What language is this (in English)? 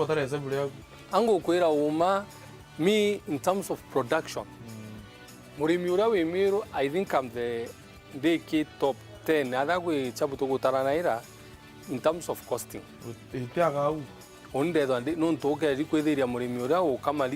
Meru